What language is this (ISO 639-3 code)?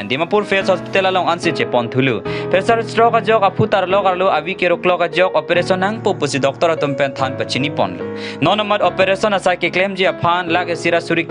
mjw